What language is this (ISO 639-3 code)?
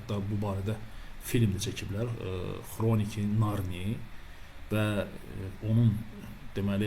aze